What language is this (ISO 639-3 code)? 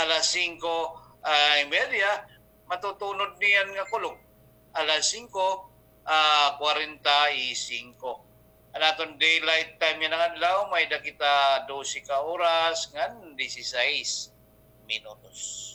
war